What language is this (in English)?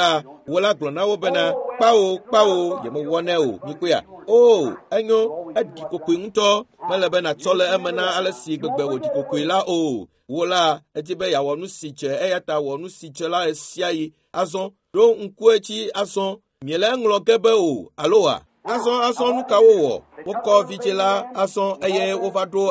Ewe